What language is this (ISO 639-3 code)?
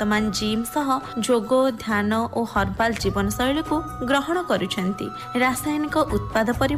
ori